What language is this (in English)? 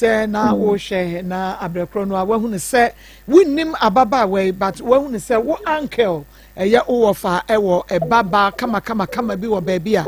Akan